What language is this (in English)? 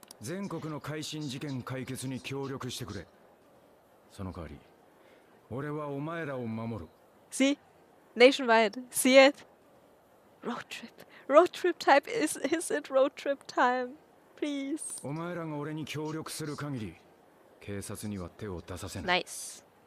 Japanese